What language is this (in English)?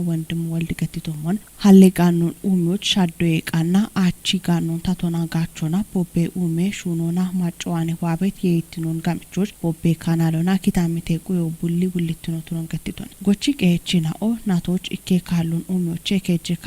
Kafa